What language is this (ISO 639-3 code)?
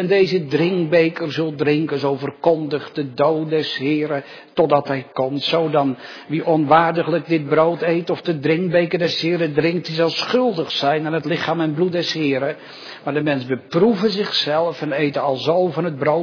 nld